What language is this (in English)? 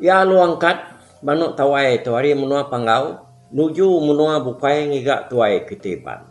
Iban